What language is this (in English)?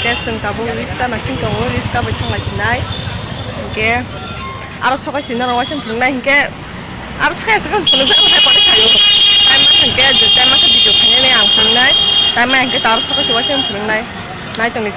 Kok Borok